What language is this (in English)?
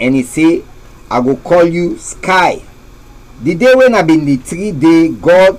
Krio